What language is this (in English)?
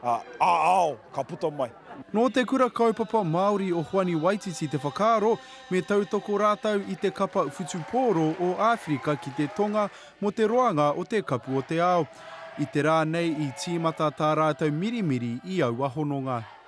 Māori